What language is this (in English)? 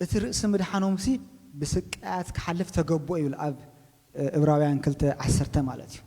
Tigrinya